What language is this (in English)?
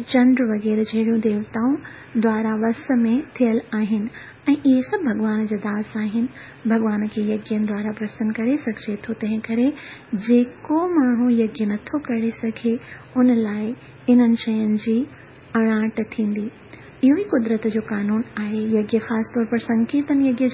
Sindhi